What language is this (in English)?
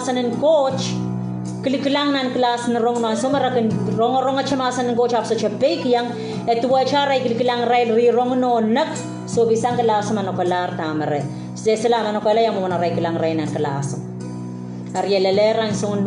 Pohnpeian